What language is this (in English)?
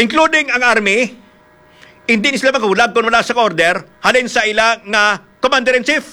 Hiligaynon